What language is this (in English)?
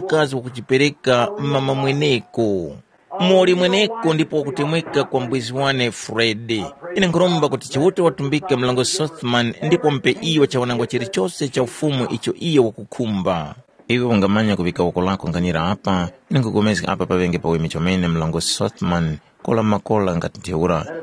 Tumbuka